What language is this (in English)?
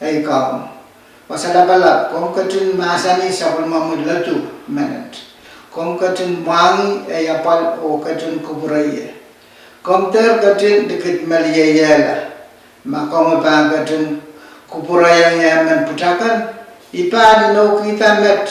Pohnpeian